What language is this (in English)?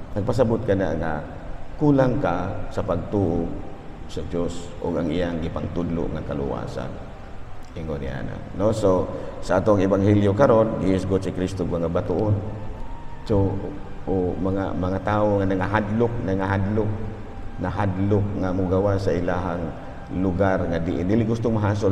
Cebuano